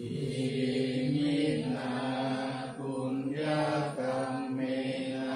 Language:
Pali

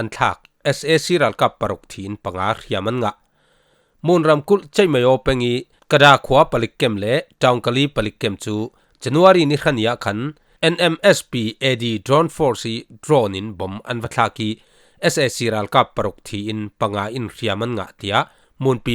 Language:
Falam Chin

